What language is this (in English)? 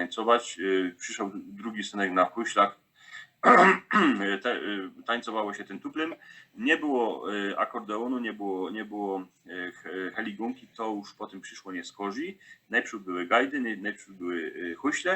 Silesian